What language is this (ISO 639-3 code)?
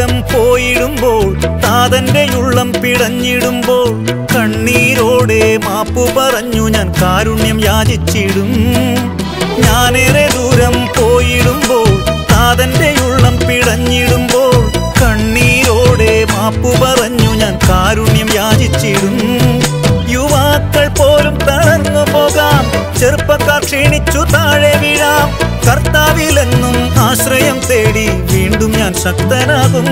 mal